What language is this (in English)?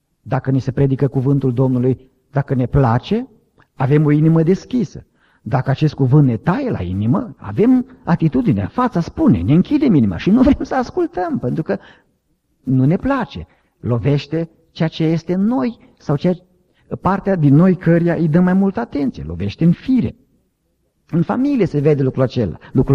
Romanian